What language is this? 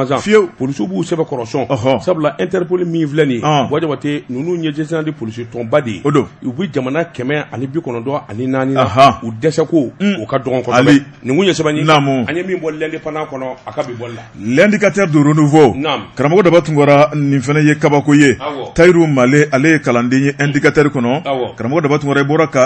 Bambara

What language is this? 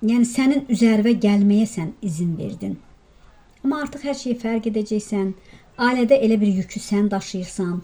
Azerbaijani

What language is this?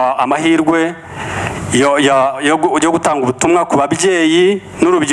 Kinyarwanda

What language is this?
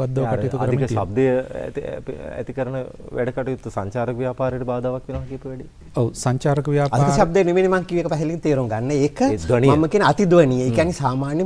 Sinhala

